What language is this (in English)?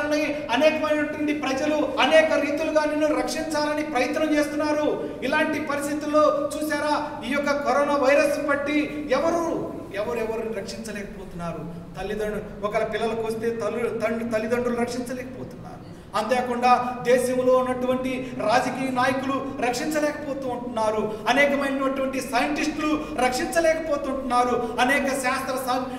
Telugu